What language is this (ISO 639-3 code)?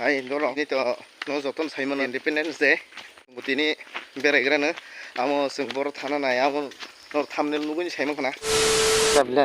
trp